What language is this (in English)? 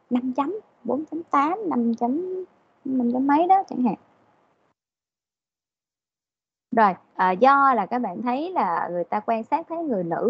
Vietnamese